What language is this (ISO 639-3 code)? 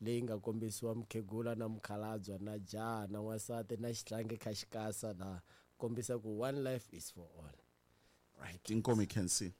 tso